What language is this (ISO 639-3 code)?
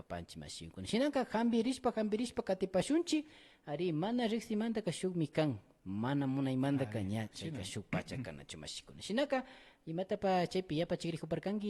qvi